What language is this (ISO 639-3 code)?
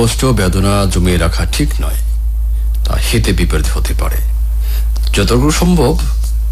ben